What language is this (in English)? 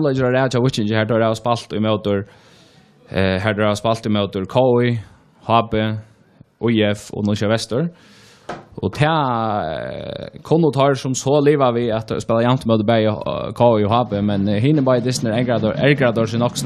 Faroese